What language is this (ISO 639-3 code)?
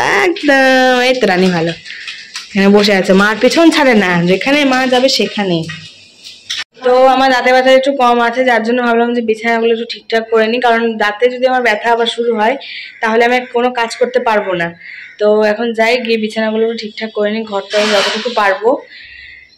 ben